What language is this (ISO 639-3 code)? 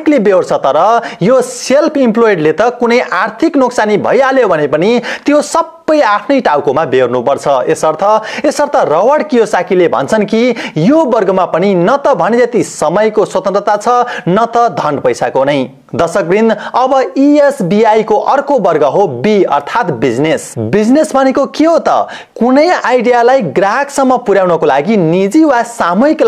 nep